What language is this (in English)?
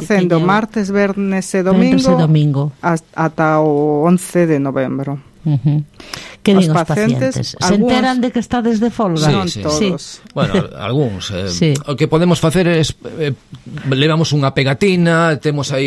Galician